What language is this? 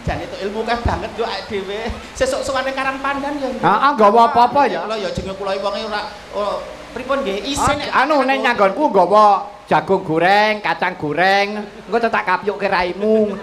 Javanese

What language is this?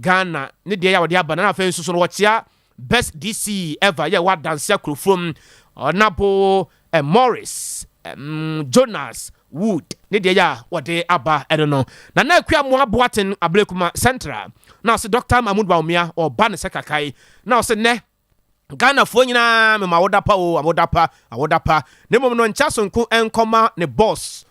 Akan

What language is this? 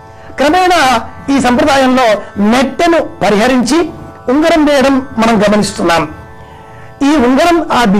Telugu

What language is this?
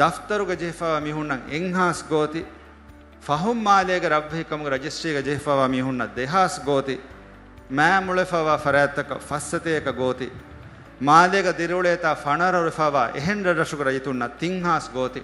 Divehi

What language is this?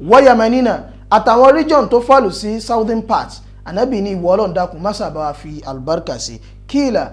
Yoruba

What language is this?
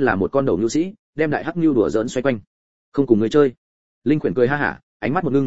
Vietnamese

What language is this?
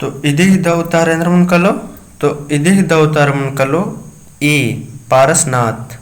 Kurukh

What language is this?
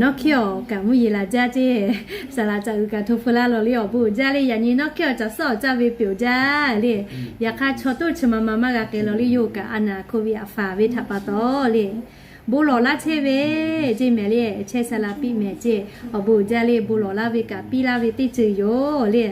Lahu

